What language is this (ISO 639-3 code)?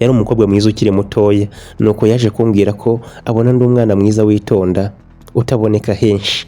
kin